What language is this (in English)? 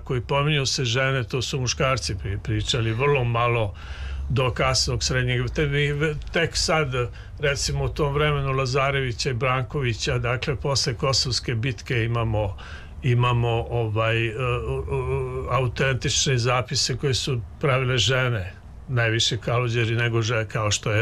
Serbian